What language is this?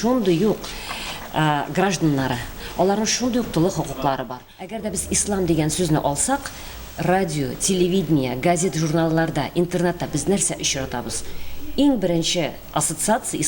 Tatar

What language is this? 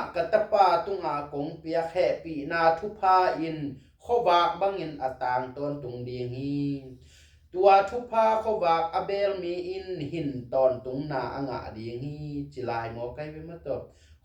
Tedim Chin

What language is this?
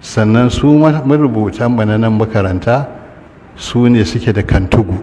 Hausa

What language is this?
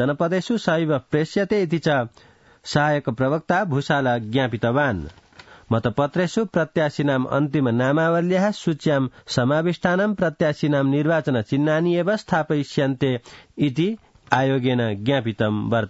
Sanskrit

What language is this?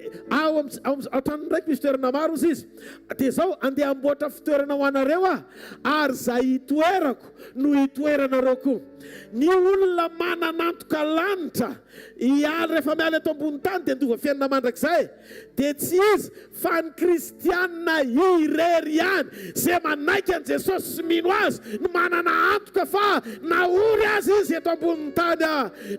Malagasy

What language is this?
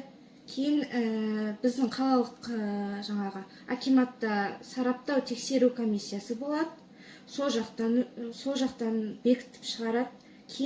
Kazakh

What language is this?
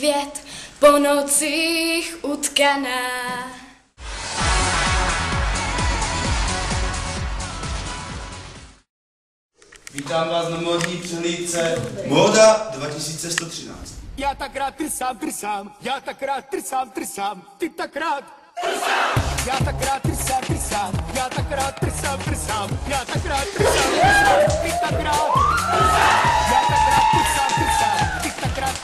Czech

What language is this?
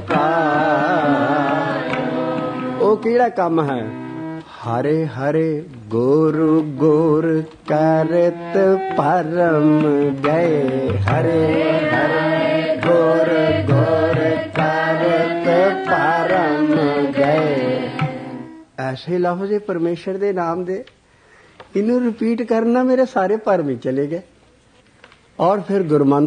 Punjabi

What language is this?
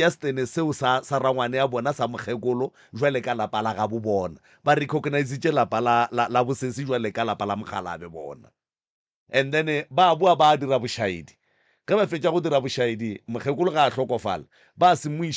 Northern Sotho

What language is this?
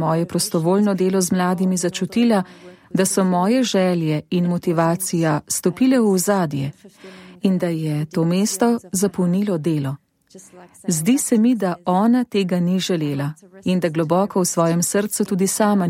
Slovenian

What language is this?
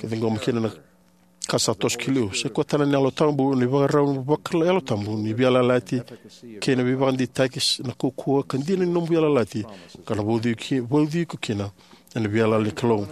Fijian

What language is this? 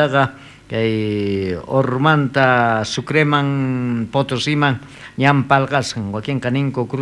South Bolivian Quechua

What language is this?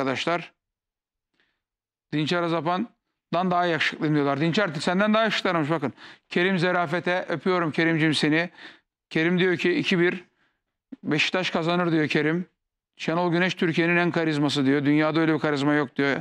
Turkish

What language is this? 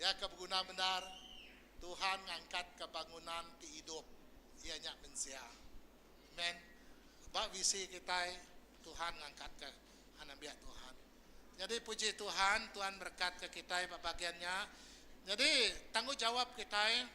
Iban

